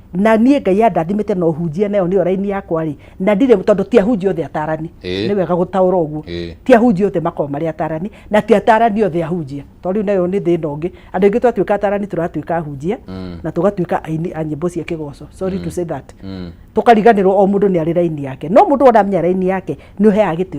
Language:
Kikuyu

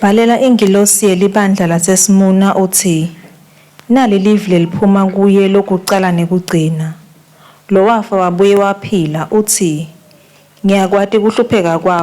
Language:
Swati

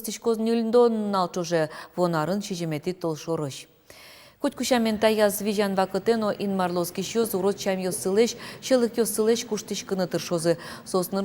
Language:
Udmurt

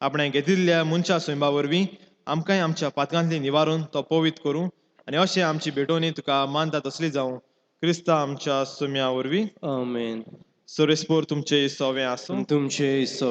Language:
Konkani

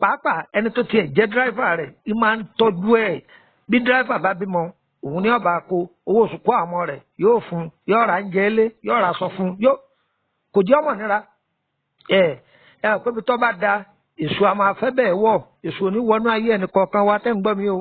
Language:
Yoruba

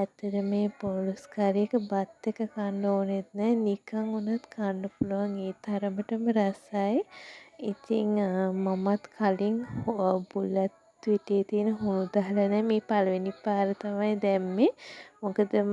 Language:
Sinhala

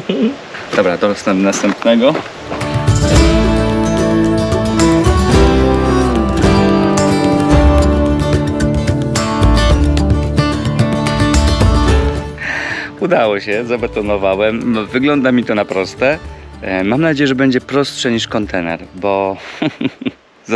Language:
Polish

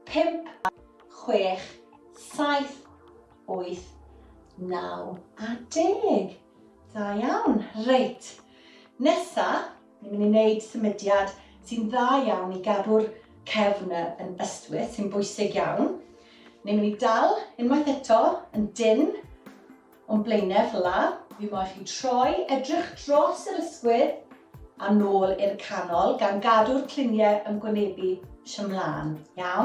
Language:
Welsh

